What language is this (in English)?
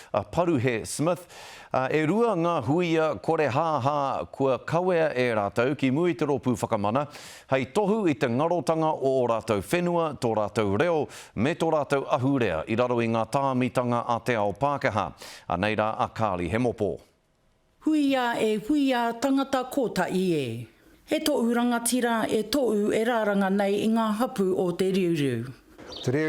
Māori